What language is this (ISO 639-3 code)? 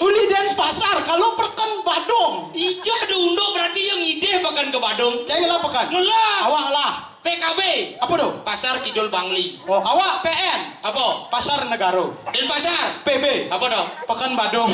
ban